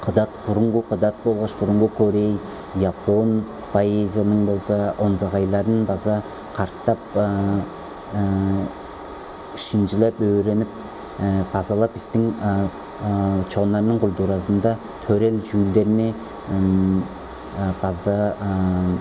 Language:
Tuvinian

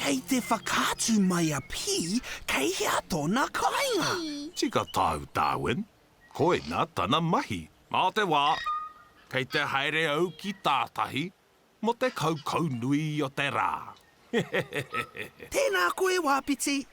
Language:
Māori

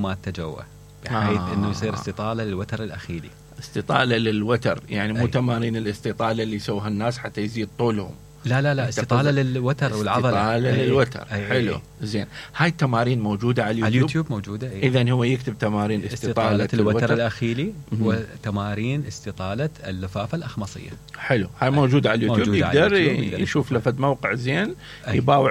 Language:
Mesopotamian Arabic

